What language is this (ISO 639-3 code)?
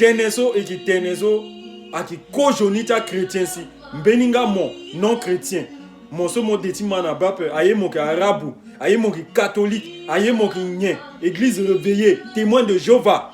sag